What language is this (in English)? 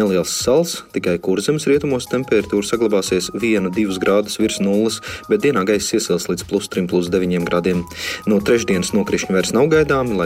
Latvian